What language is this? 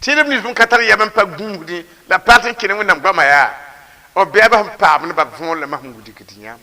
Mossi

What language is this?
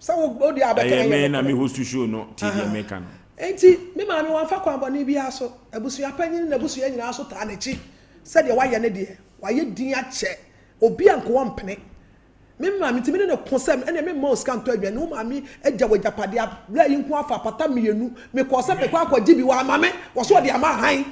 Akan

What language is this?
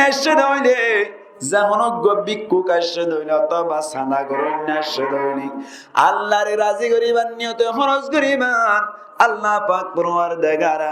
Rohingya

